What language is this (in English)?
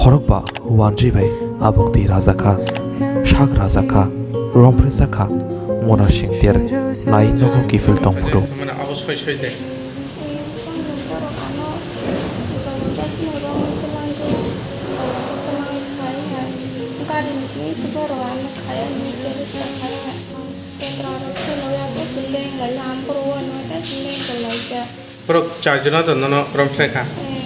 Kok Borok